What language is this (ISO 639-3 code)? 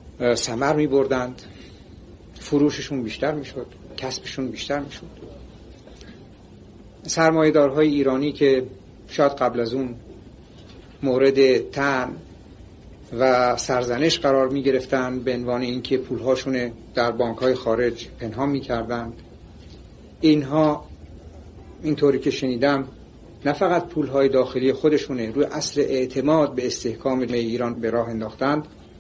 fas